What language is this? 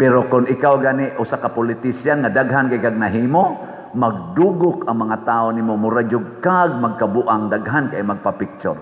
Cebuano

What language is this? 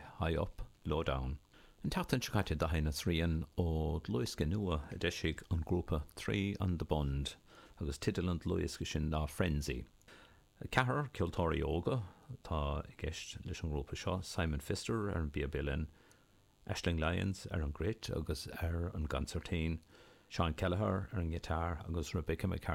Irish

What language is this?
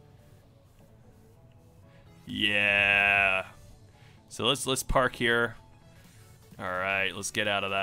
English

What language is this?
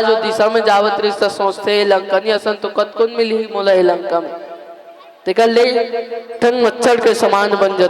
Chhattisgarhi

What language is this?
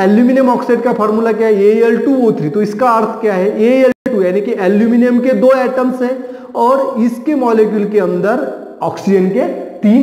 Hindi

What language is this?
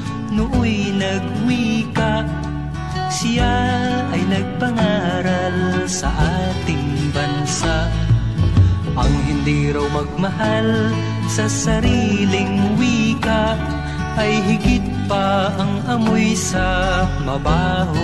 Filipino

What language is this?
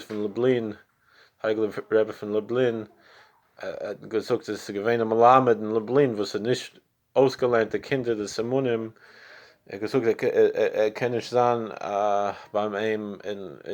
Yiddish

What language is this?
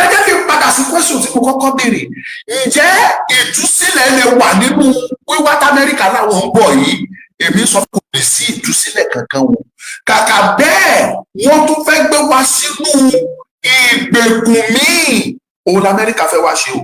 Yoruba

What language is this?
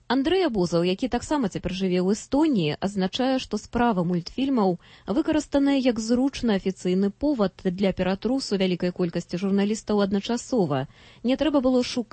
Belarusian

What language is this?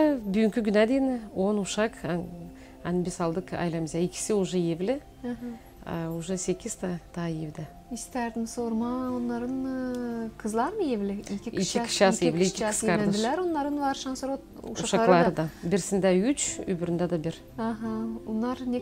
Gagauz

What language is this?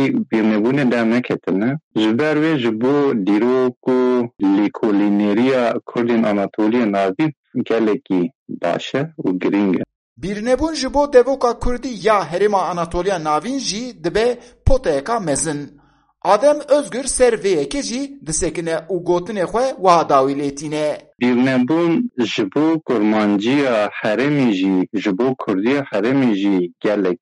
Kurdish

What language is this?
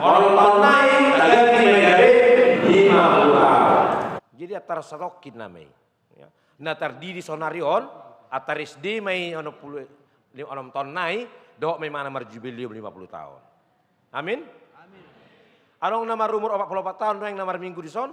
Batak Toba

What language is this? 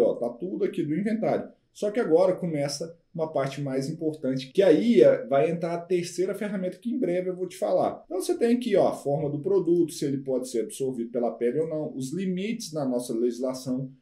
Portuguese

